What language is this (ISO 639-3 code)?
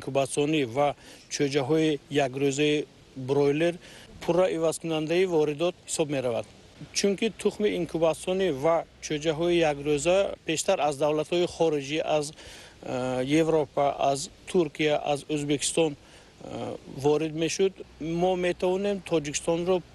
tgk